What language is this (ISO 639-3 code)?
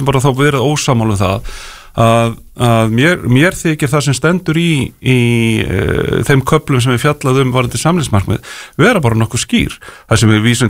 isl